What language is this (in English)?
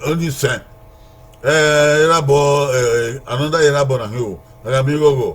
Bini